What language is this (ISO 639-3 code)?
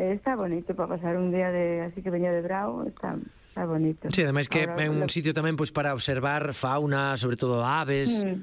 glg